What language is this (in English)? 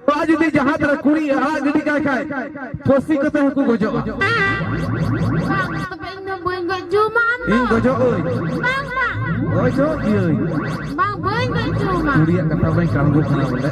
Santali